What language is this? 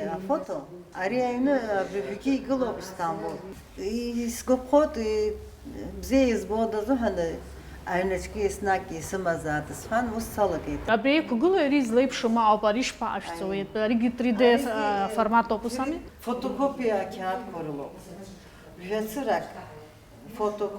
Abkhazian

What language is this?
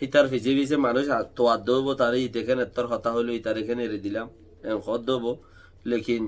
Rohingya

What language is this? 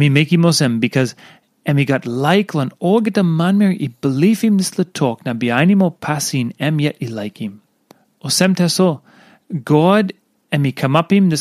Tok Pisin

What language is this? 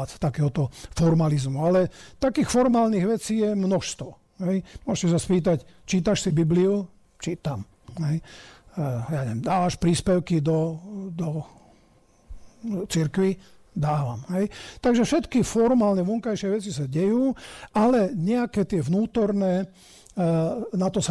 Slovak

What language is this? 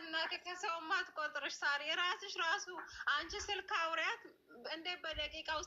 Amharic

